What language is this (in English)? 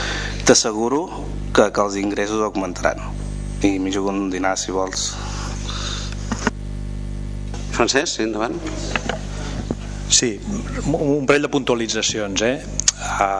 Catalan